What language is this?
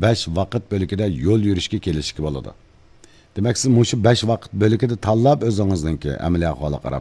Uyghur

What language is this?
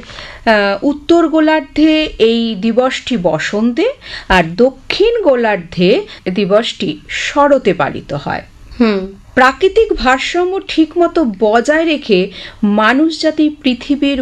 Bangla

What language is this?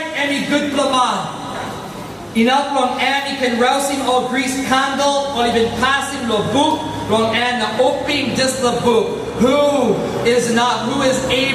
Tok Pisin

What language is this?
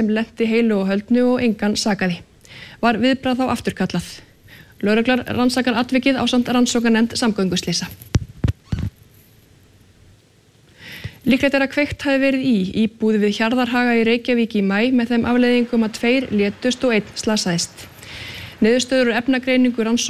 Icelandic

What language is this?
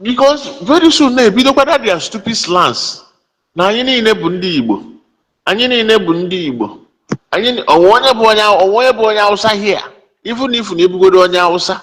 Igbo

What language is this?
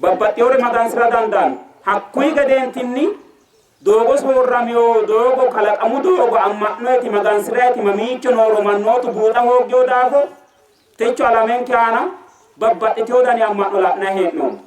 Sidamo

